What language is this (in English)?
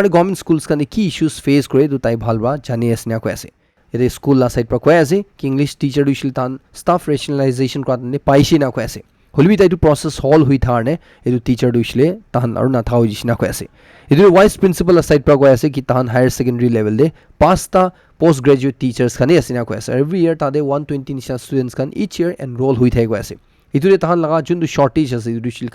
Naga Pidgin